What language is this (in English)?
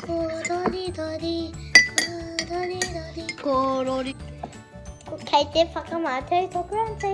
Māori